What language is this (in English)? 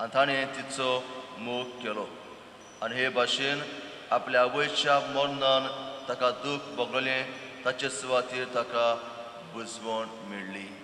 Konkani